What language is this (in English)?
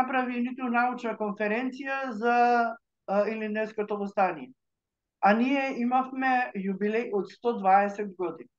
Macedonian